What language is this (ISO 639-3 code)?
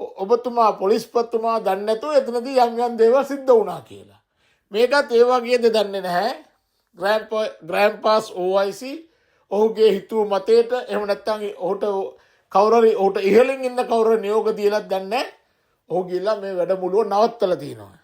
sin